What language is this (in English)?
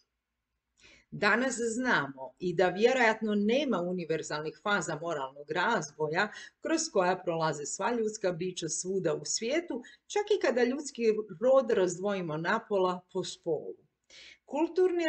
Croatian